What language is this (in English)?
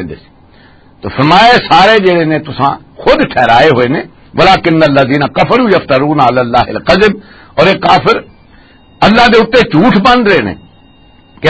Western Panjabi